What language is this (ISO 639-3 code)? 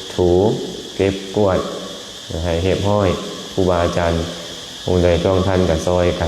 lao